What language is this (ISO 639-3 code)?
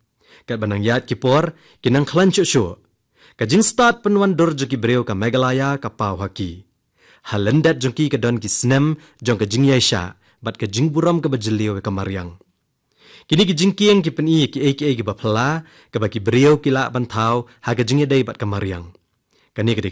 kha